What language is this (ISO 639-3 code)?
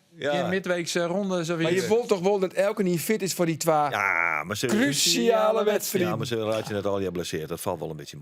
fry